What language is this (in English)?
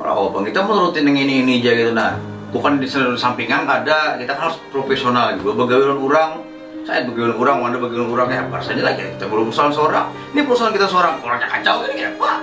Banjar